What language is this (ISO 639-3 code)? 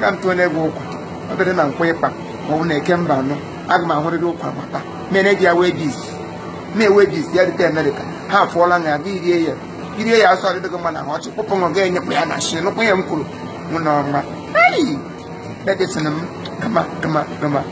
ibo